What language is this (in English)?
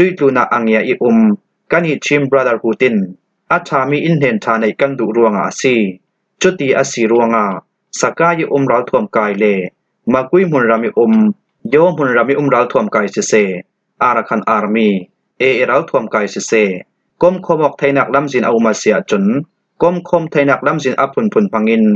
Falam Chin